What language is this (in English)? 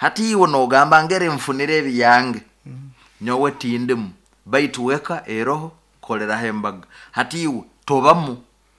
Nyoro